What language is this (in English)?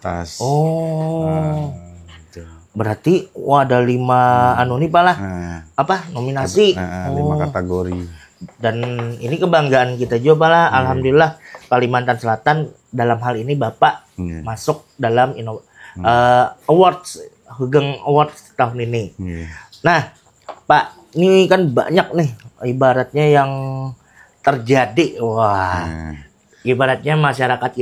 Banjar